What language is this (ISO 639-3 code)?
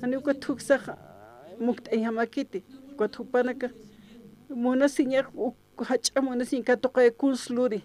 aym